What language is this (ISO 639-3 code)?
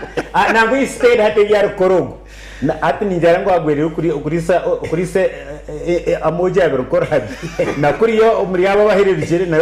nyn